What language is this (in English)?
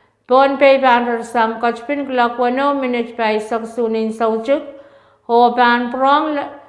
Pohnpeian